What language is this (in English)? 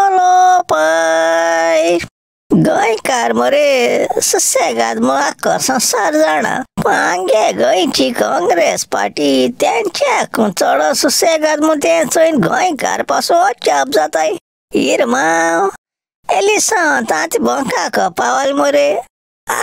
Konkani